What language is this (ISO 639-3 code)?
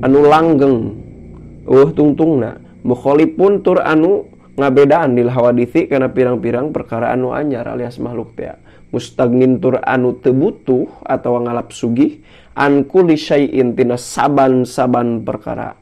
sun